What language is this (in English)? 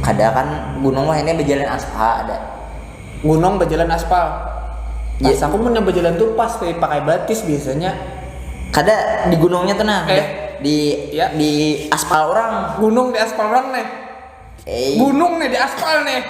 Banjar